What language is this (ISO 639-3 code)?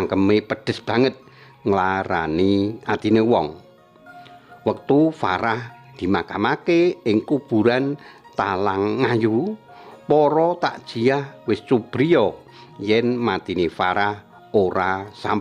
jav